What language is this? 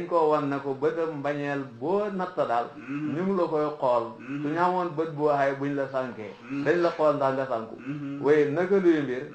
Wolof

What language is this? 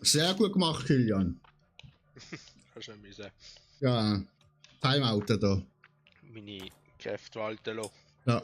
Swiss German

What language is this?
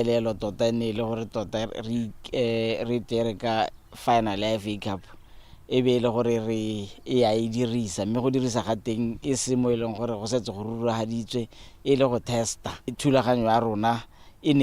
Tswana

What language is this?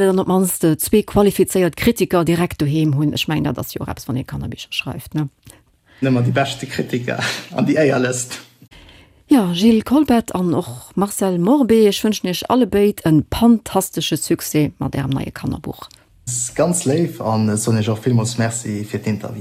Luxembourgish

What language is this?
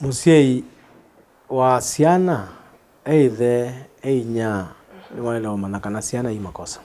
Kamba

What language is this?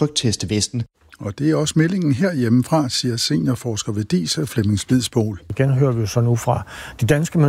Danish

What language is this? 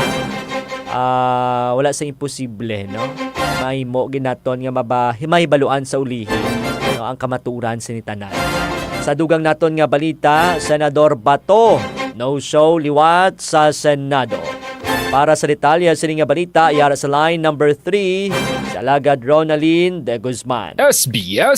Hiligaynon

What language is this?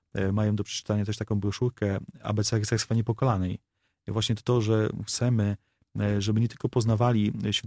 Polish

